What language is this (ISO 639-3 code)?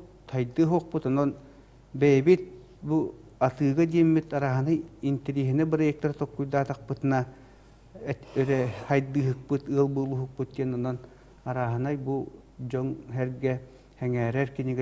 sah